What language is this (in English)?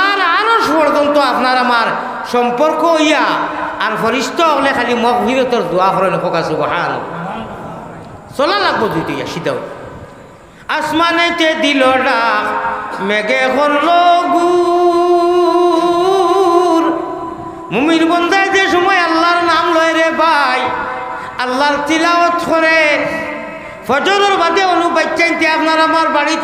Sylheti